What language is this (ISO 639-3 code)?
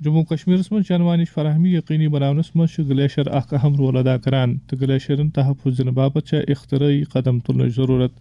kas